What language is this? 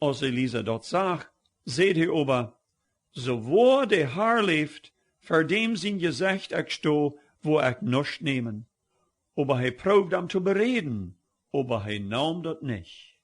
Plautdietsch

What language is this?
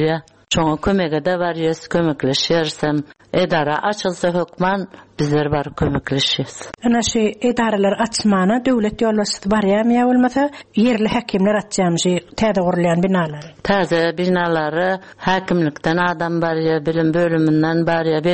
Turkmen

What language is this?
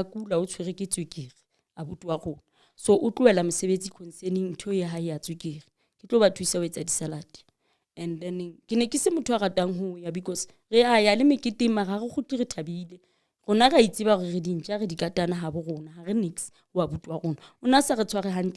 Southern Sotho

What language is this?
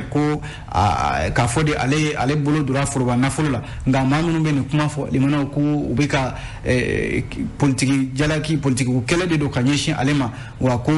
Bambara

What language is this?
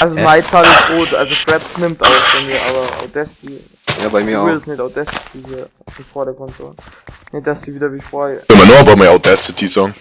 Bavarian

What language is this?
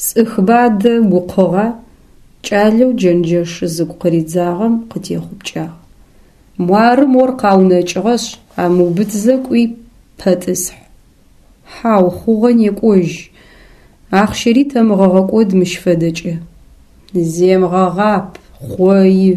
Adyghe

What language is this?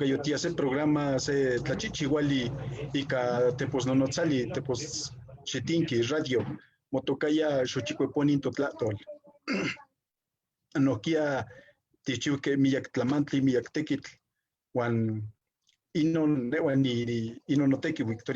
Eastern Huasteca Nahuatl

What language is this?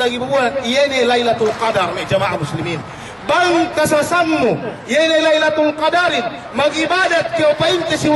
Yakan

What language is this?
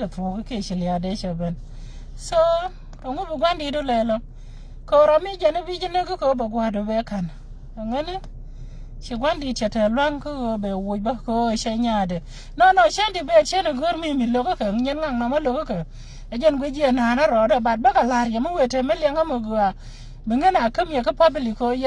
Nuer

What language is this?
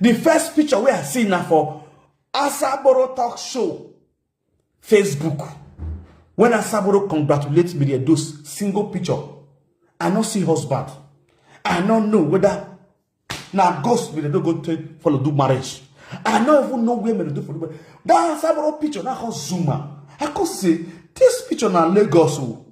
Nigerian Pidgin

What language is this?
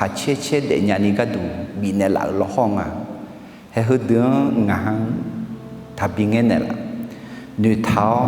Akha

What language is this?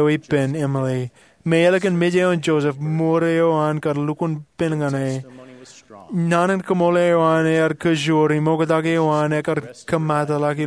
Marshallese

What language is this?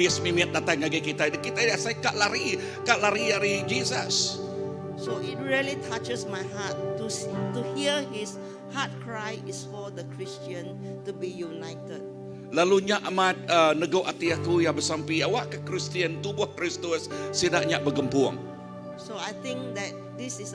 Iban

